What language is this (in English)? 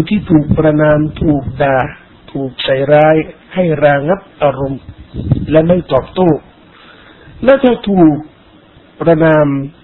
Thai